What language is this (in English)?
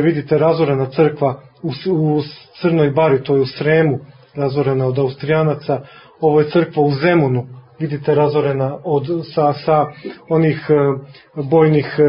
Serbian